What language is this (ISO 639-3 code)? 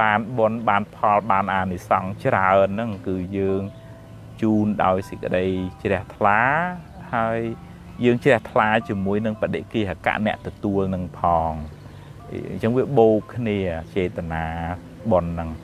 khm